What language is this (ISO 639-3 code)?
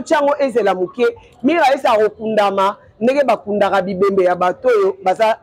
lin